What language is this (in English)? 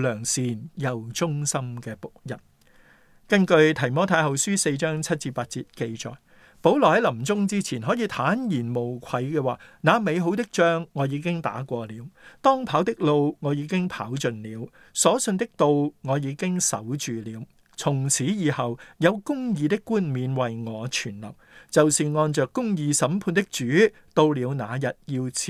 Cantonese